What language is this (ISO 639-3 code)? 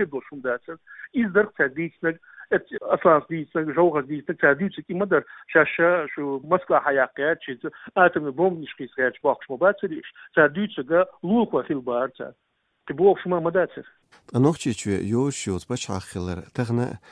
che